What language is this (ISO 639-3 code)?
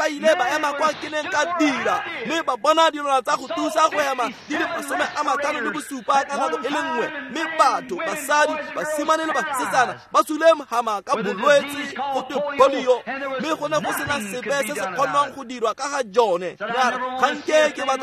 tsn